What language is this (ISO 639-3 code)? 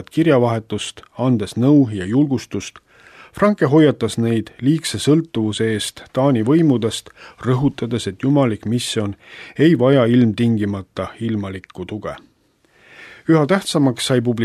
est